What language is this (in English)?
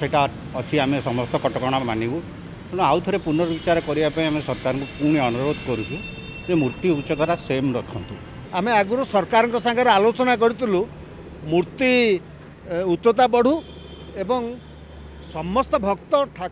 Odia